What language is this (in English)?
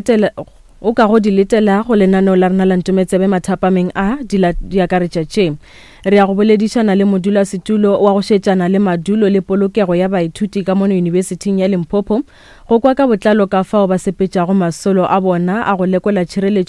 Northern Sotho